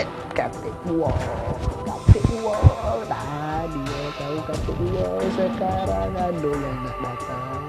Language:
Musi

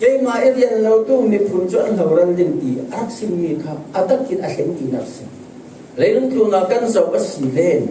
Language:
Falam Chin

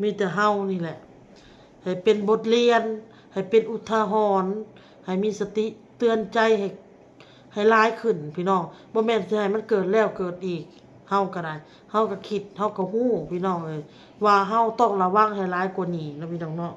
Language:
Lao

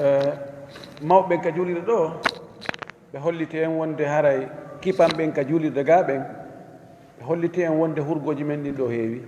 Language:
Fula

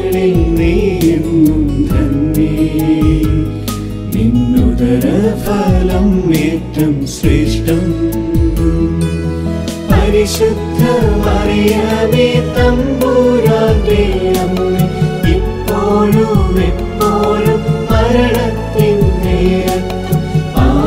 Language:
Malayalam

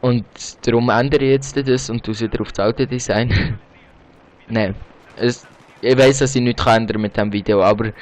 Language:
Swiss German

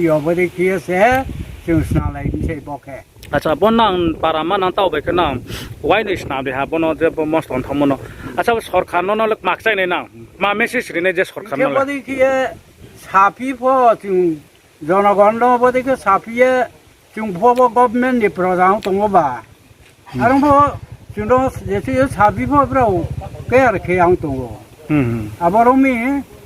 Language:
Riang (India)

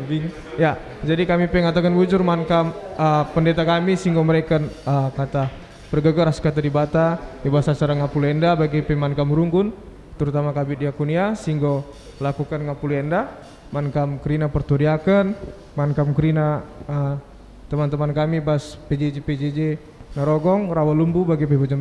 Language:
Batak Karo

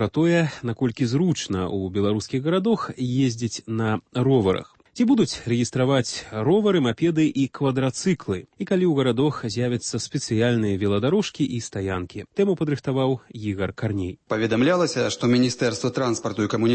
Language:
Belarusian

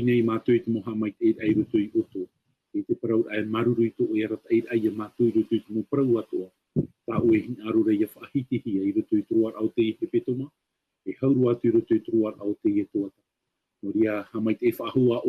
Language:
Tahitian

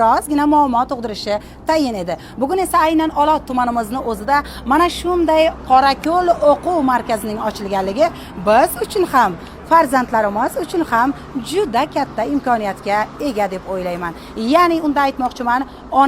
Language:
Uzbek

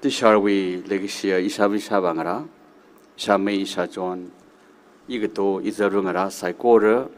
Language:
Tangkhul Naga (India)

